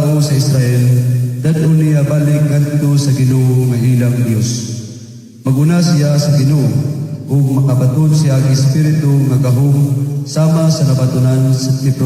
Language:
Cebuano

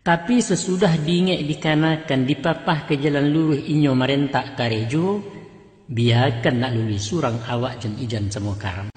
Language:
Minangkabau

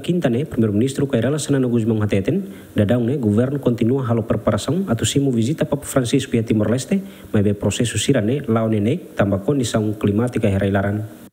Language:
Tetum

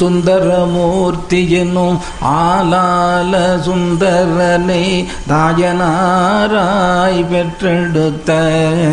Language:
Tamil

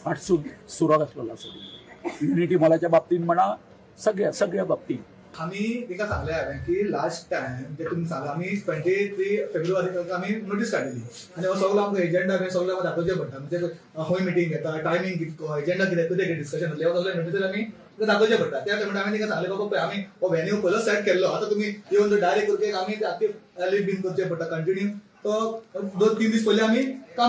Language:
Konkani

